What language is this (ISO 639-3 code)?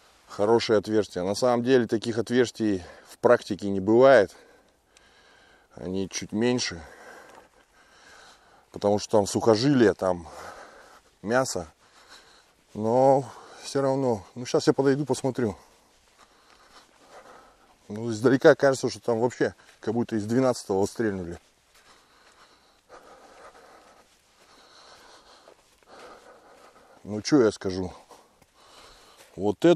rus